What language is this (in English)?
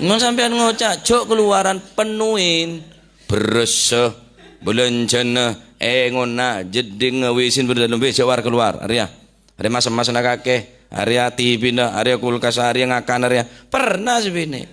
Madurese